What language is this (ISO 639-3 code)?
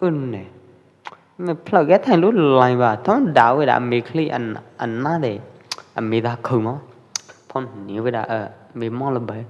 kjp